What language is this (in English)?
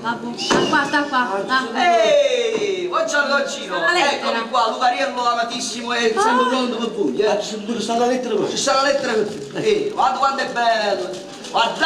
Neapolitan